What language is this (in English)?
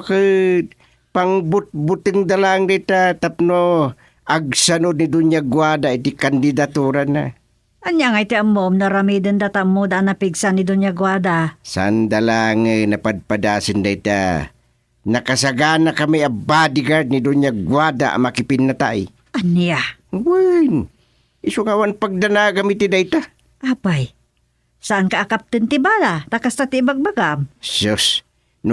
Iloko